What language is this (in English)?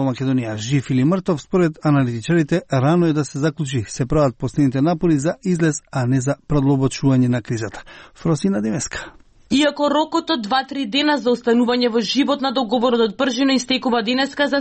Macedonian